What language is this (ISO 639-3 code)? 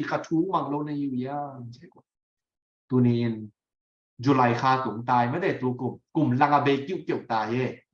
ctd